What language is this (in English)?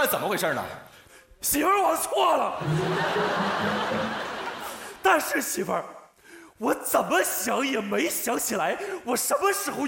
Chinese